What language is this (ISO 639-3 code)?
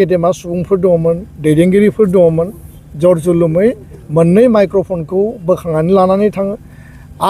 brx